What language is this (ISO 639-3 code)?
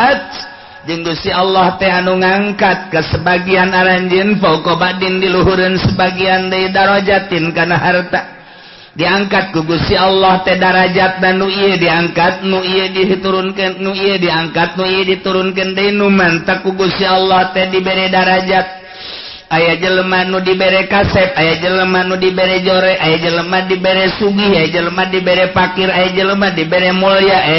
sun